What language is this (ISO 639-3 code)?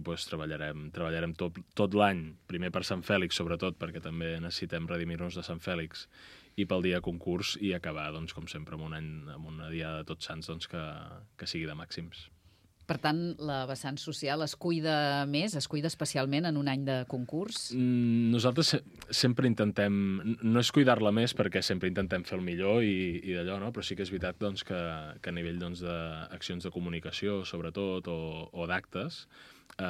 cat